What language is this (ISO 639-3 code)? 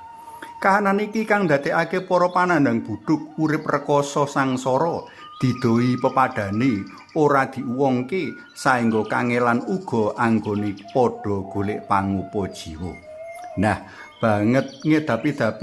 jav